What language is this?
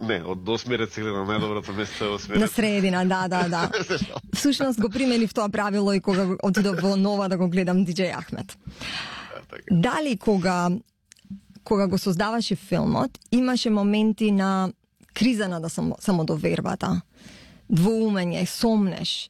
Macedonian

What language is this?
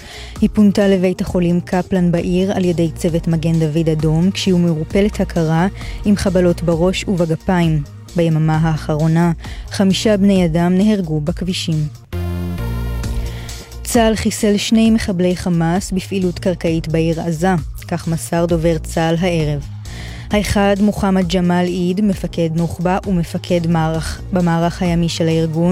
Hebrew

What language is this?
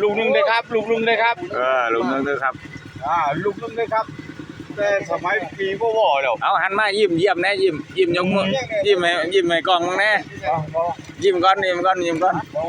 Northeastern Thai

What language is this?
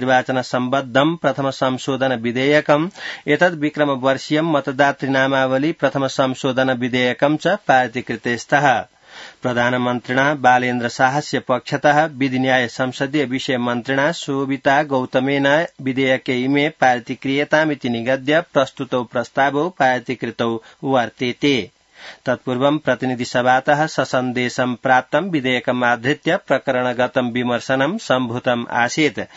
Sanskrit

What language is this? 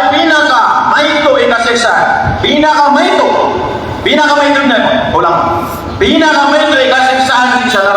Maranao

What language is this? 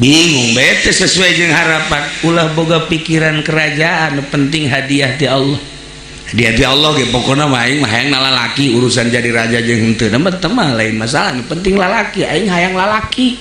Sundanese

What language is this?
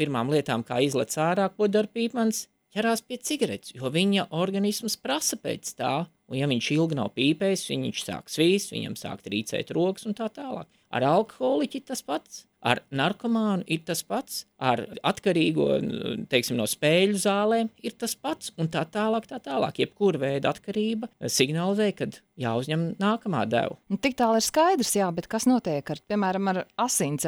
Latvian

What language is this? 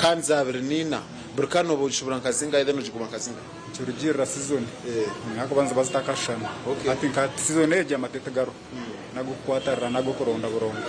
Nyankole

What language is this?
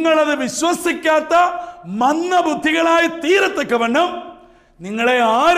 Malayalam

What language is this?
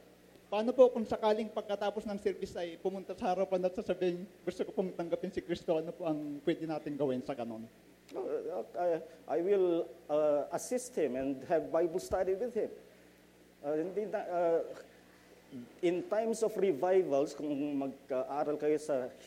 Filipino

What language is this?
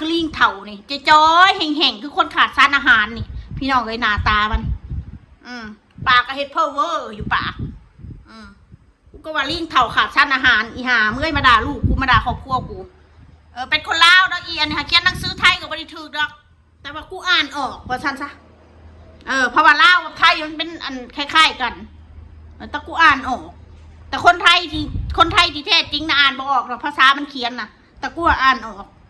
Northeastern Thai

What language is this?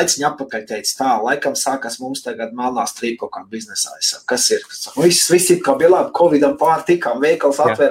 Latvian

